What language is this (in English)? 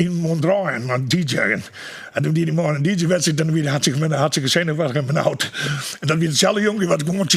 Western Frisian